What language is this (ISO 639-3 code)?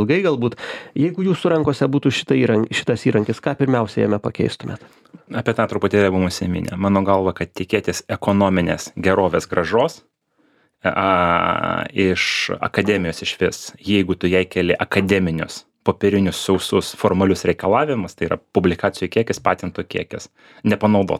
lit